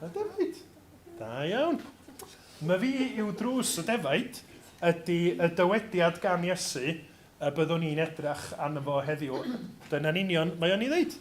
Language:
Welsh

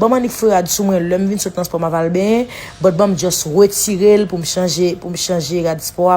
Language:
Haitian Creole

